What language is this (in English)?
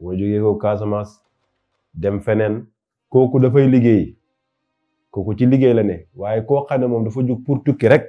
Wolof